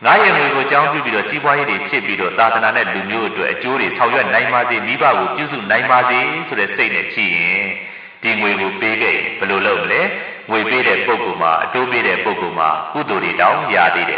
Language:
Burmese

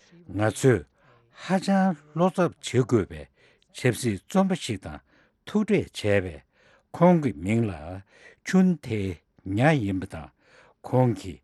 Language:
Tibetan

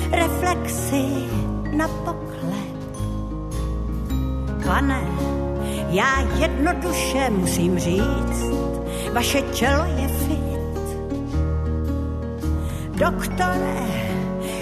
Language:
Czech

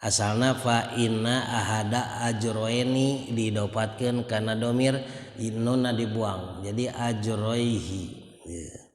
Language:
Sundanese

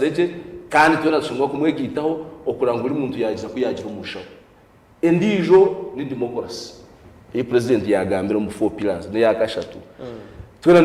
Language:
Nyankole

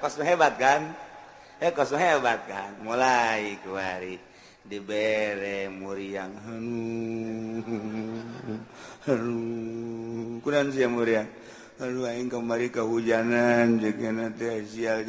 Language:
Sundanese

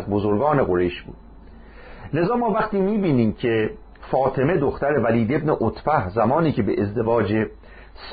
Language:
Persian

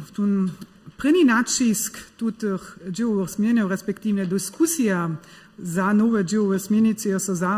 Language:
Upper Sorbian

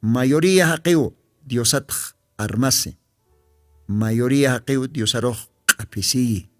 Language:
Aymara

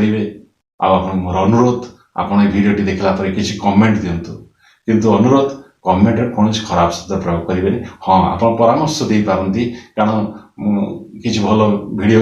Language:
Odia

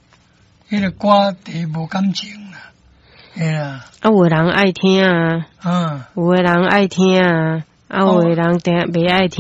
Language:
Min Nan Chinese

